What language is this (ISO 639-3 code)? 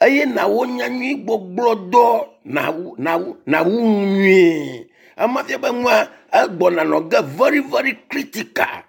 ewe